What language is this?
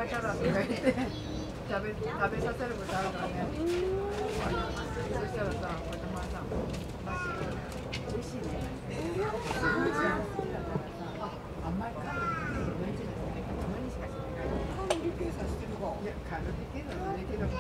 Japanese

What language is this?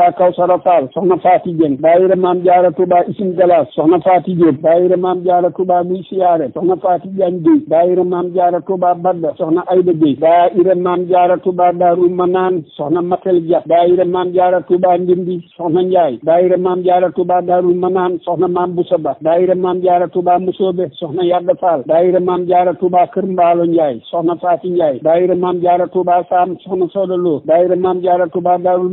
Wolof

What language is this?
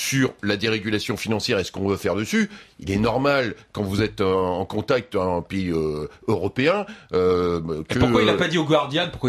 French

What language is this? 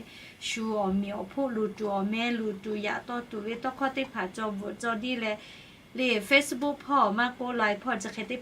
Lahu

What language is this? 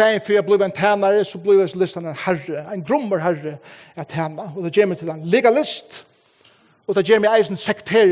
Faroese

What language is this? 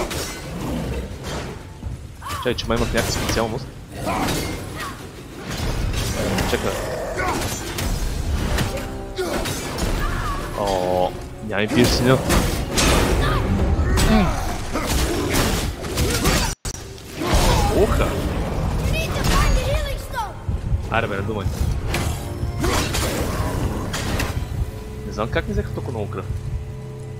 Bulgarian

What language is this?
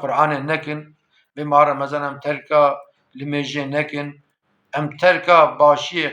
Kurdish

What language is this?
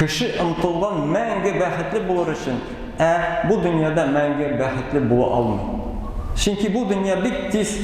Tatar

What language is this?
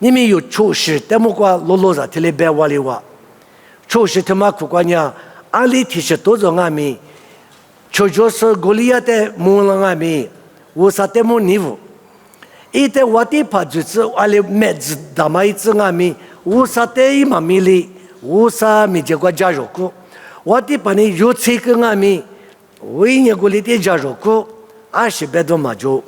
Lisu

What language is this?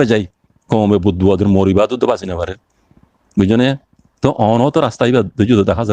Rohingya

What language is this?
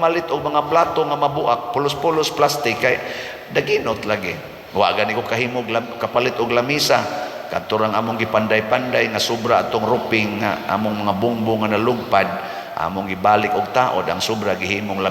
Cebuano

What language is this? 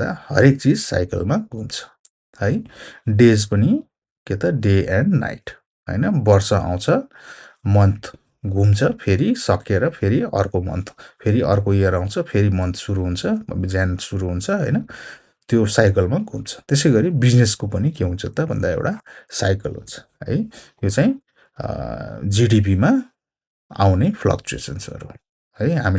Nepali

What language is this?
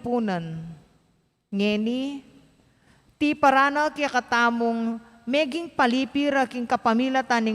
Pampanga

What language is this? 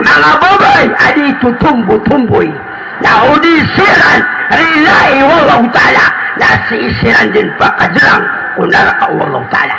Maranao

